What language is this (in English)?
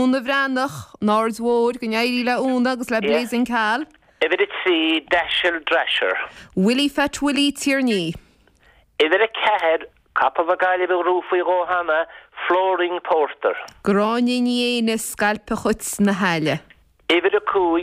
Irish